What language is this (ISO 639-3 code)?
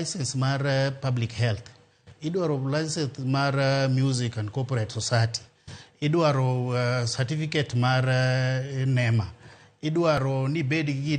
luo